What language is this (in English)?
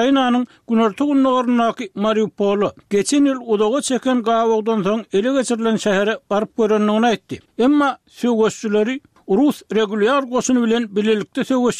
Turkmen